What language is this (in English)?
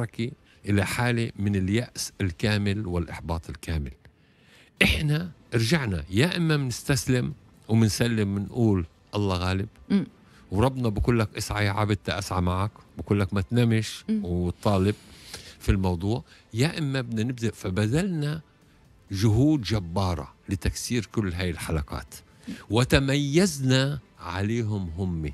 Tunisian Arabic